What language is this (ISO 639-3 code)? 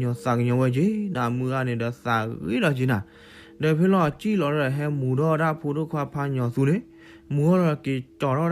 ksw